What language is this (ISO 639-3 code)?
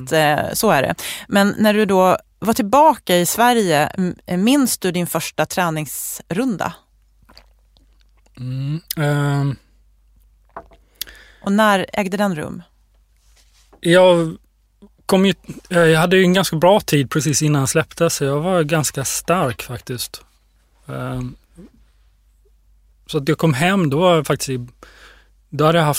swe